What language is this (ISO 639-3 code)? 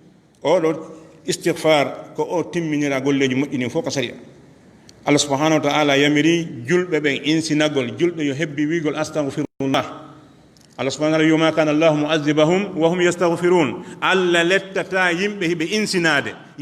ful